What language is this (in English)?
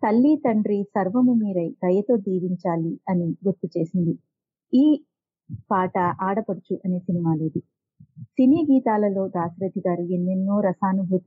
Telugu